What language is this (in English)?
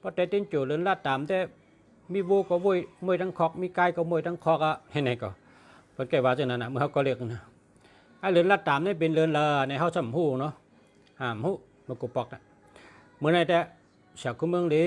Shan